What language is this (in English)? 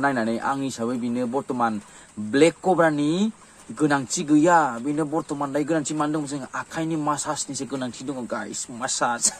Bodo